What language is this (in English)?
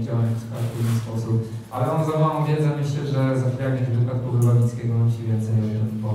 Polish